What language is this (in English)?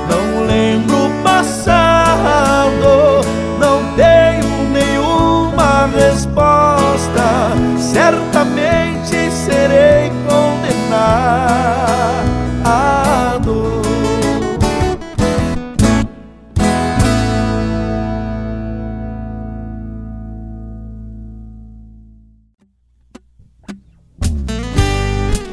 Portuguese